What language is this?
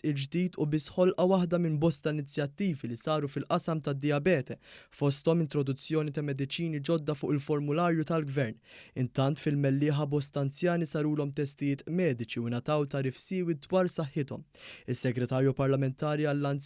Maltese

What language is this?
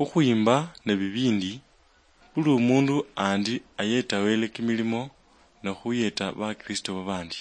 Luyia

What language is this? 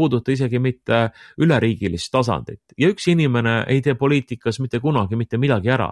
Estonian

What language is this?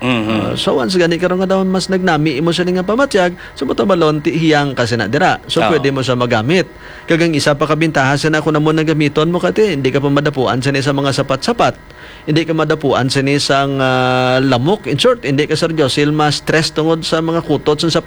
Hiligaynon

